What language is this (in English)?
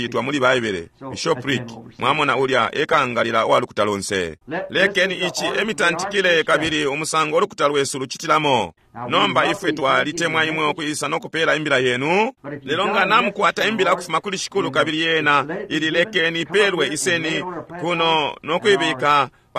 Bemba